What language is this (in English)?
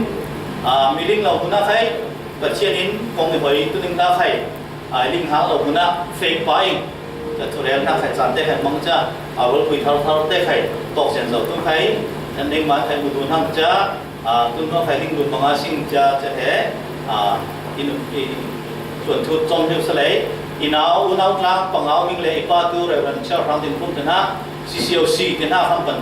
Falam Chin